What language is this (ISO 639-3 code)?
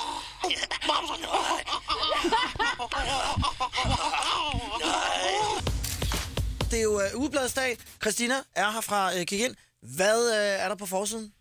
dan